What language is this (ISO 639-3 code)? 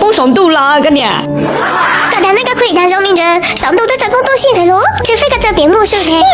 hmn